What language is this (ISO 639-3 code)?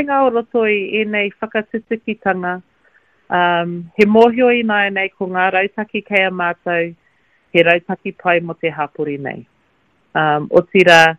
mri